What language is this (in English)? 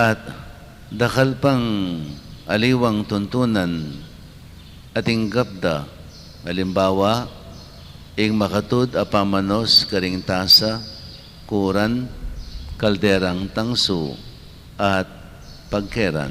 Pampanga